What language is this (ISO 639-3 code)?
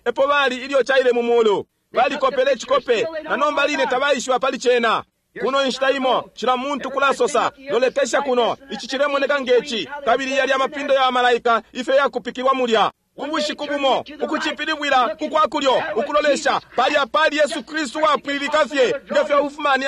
bem